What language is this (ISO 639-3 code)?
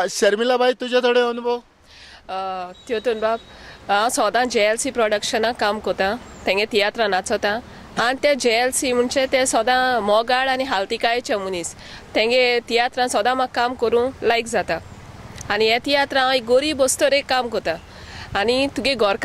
kok